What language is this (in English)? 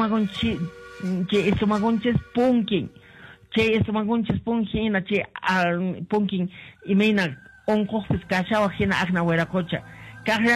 Quechua